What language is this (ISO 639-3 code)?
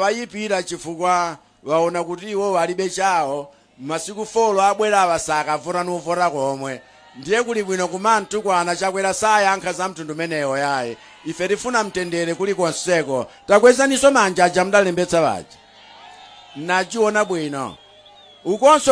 nya